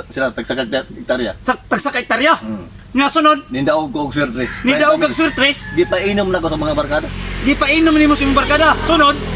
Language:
Cebuano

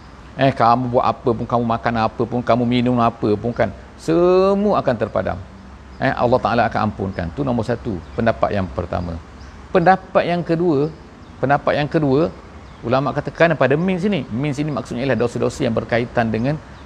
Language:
Malay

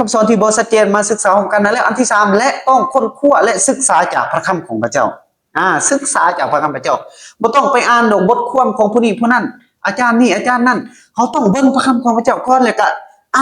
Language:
Lao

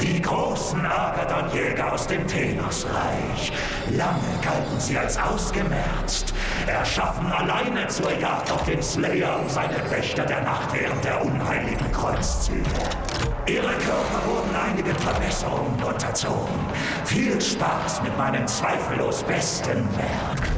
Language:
Bavarian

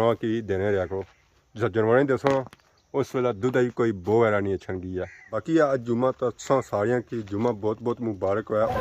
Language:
Pahari-Potwari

